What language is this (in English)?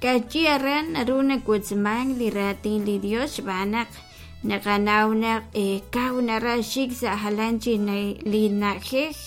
Kekchí